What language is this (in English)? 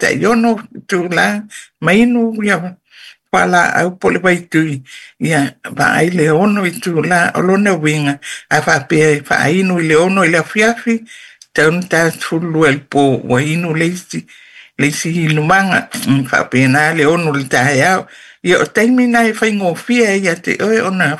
Samoan